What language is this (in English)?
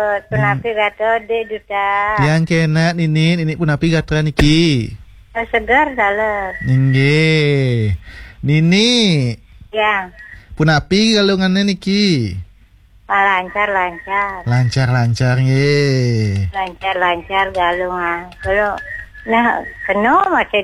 Balinese